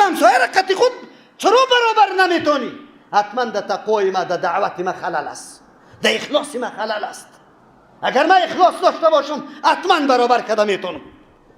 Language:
Persian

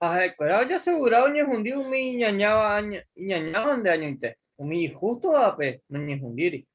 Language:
Guarani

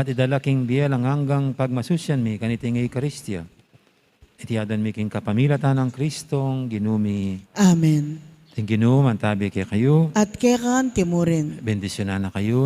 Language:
Pampanga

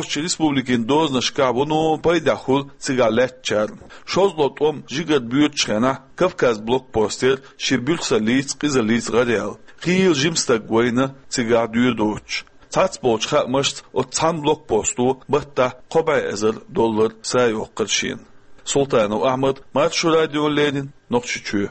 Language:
Chechen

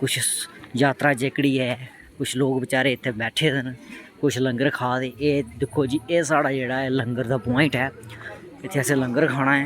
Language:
Dogri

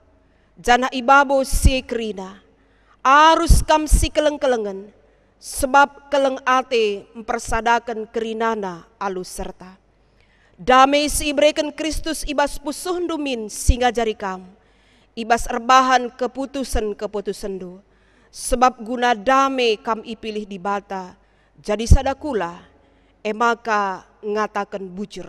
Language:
Batak Karo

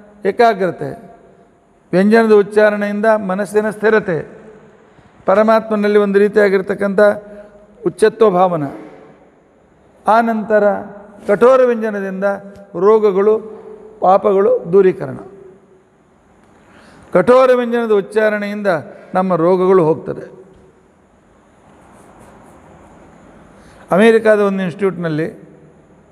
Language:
Kannada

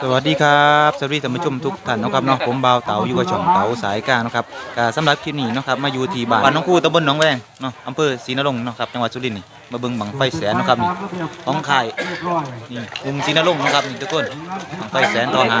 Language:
Northeastern Thai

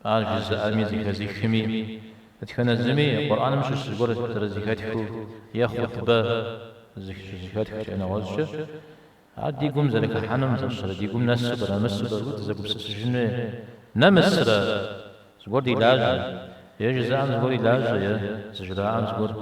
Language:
Kabardian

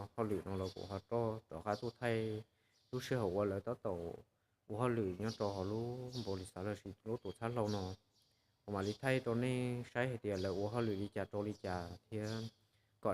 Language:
Hmong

